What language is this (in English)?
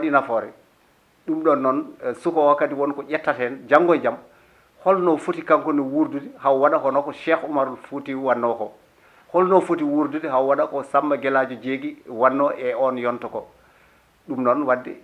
Fula